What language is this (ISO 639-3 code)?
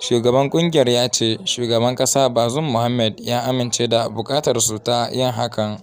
hau